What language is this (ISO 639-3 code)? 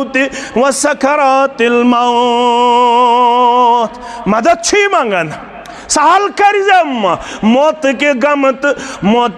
kas